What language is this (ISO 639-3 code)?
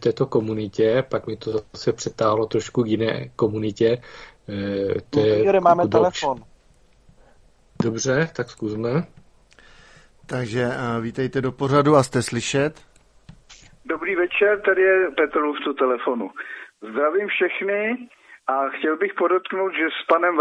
ces